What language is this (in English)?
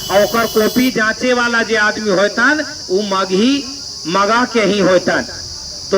Magahi